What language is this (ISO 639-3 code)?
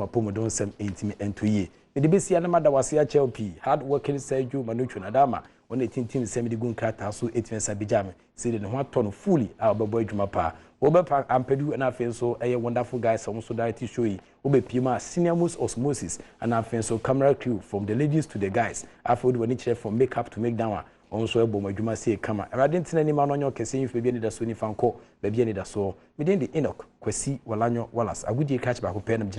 aka